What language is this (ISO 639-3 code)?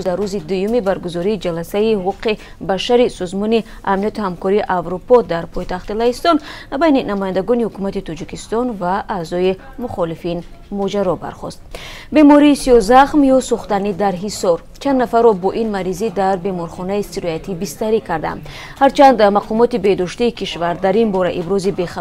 tgk